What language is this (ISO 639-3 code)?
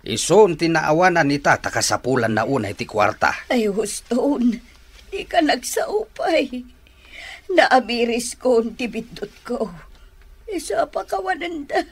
ilo